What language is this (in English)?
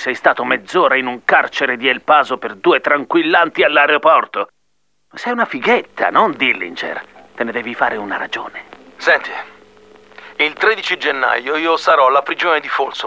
Italian